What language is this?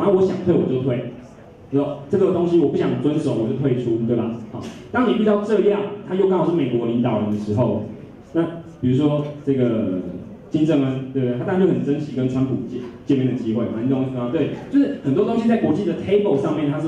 Chinese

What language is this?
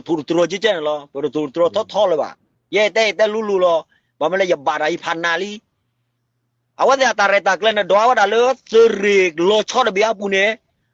S'gaw Karen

